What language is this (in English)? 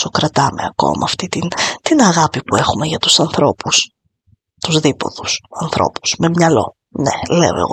Greek